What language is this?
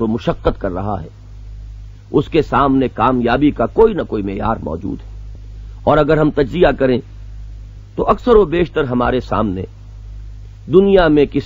Urdu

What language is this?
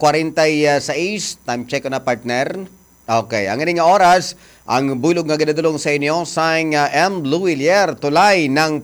Hiligaynon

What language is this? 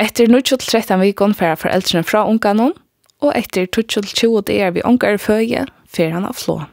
Faroese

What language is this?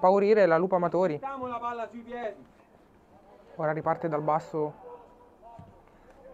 Italian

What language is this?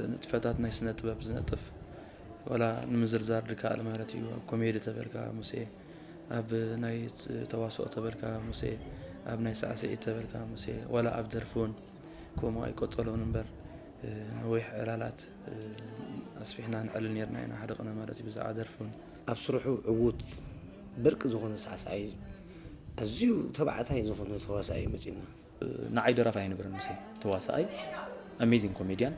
Tigrinya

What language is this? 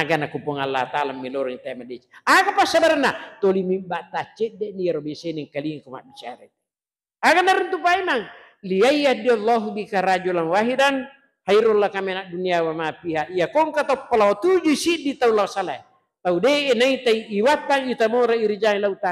Buginese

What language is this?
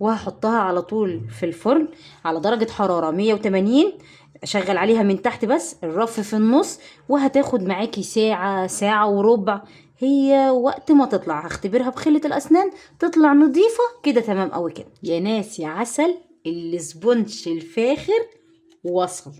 Egyptian Arabic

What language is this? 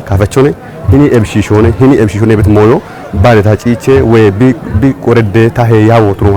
Kafa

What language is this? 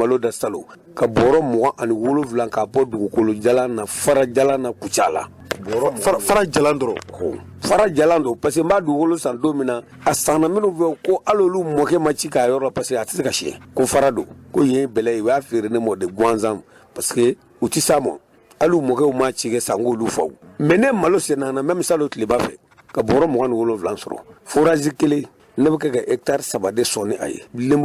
Bambara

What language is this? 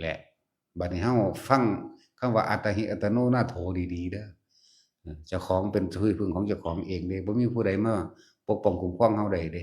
Lao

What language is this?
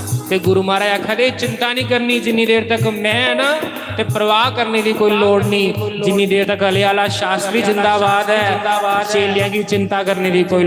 Dogri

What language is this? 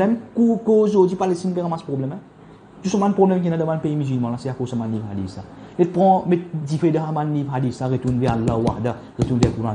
Morisyen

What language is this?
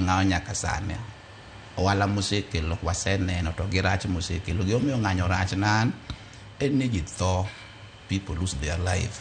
Luo (Kenya and Tanzania)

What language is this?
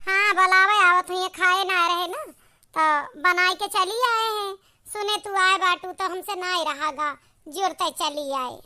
Awadhi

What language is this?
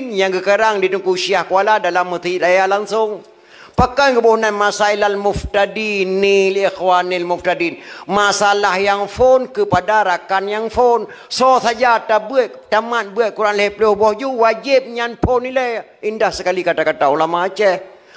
Achinese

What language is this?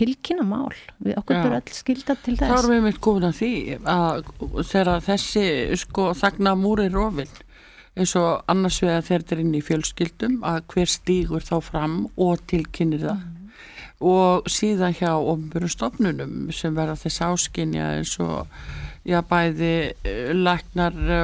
Icelandic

